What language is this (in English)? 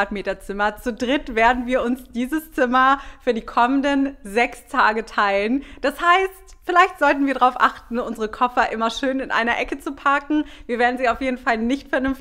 German